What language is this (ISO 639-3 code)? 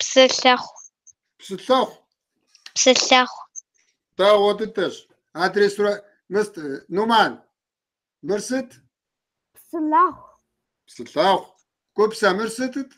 kbd